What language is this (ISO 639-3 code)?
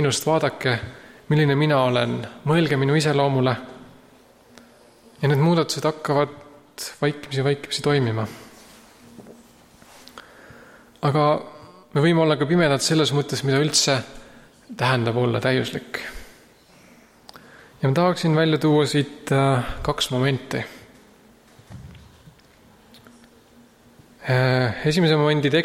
est